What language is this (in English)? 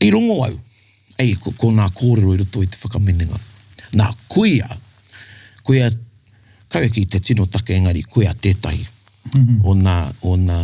Māori